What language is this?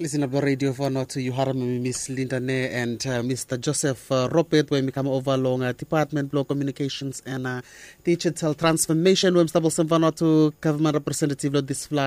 Bislama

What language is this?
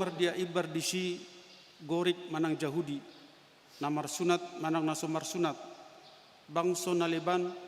Batak Toba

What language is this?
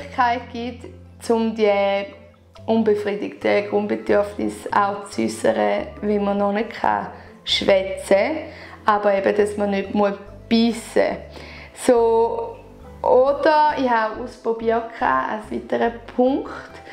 Swiss German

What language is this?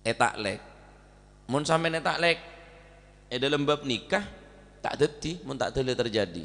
Madurese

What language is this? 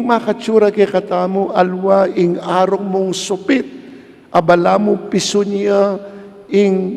Pampanga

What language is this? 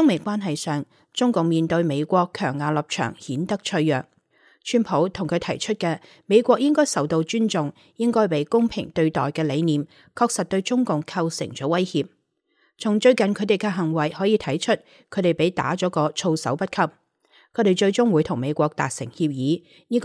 Cantonese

